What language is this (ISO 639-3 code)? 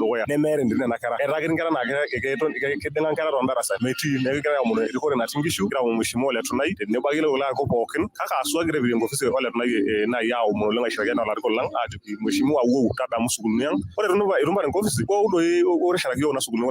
mas